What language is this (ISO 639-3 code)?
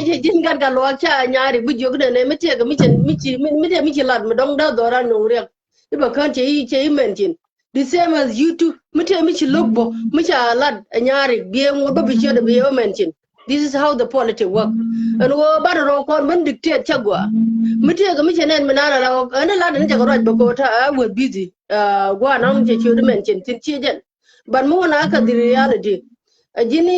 nus